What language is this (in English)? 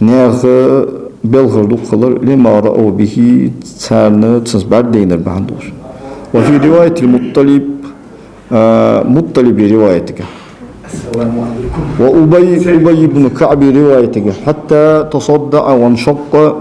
Ingush